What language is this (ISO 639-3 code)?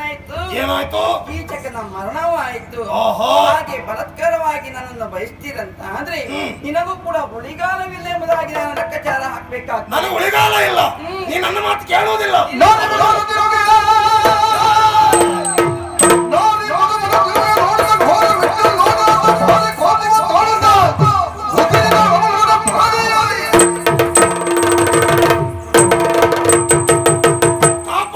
kan